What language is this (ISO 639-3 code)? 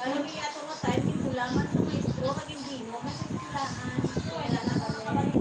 hil